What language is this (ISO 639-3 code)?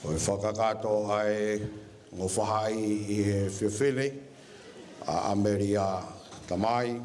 ton